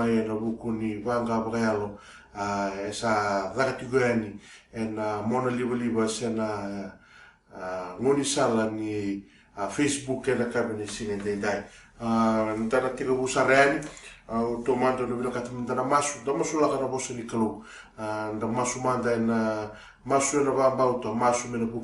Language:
Fijian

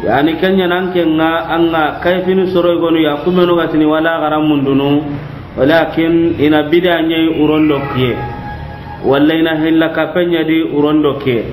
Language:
Soninke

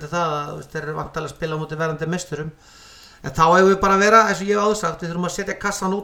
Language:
Icelandic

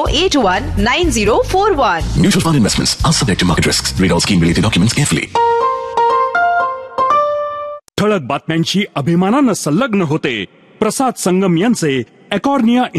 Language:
Marathi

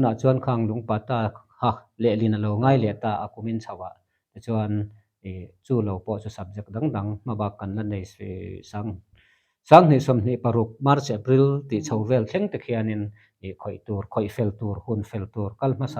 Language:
Mizo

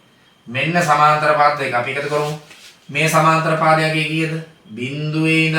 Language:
Sinhala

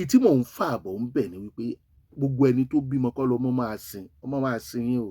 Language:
Yoruba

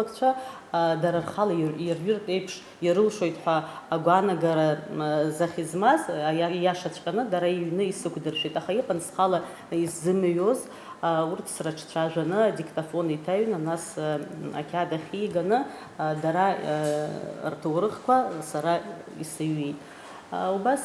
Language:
Abkhazian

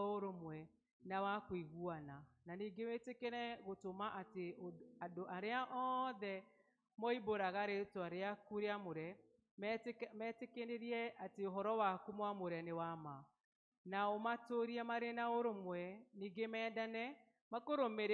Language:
Kikuyu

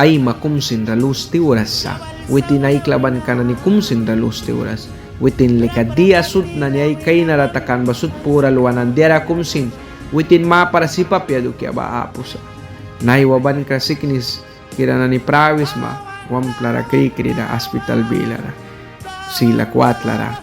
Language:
Mískito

